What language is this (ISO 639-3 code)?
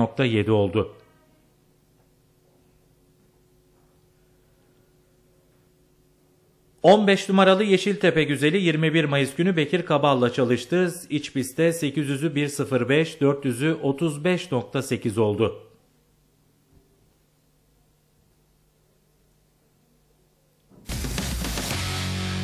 tur